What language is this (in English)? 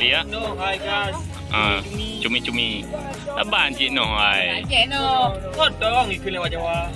Achinese